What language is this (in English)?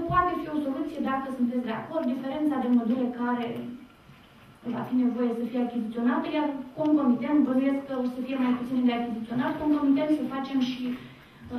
Romanian